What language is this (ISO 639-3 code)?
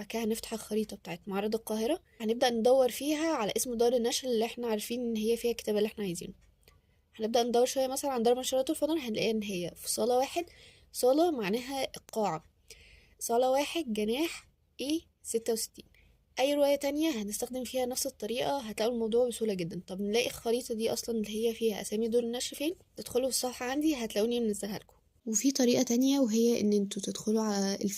arz